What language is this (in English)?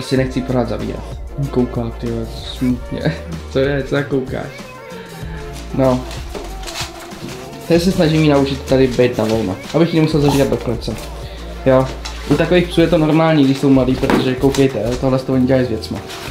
Czech